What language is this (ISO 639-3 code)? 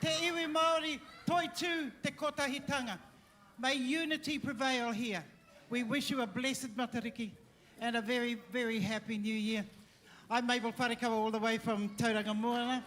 mri